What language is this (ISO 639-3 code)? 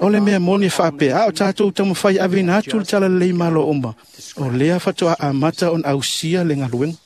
smo